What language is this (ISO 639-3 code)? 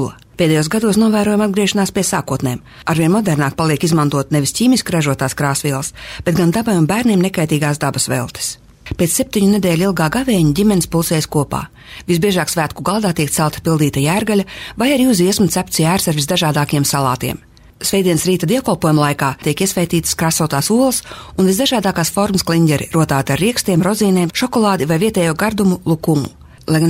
lav